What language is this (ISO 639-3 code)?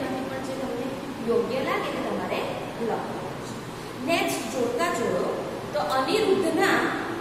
guj